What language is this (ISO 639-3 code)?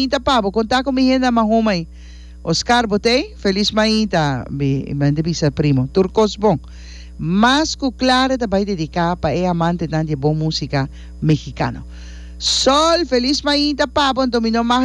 pap